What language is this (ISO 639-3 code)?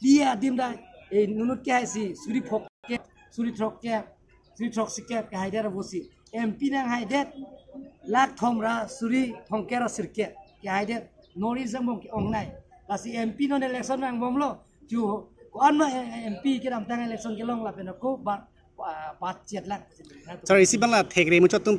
mjw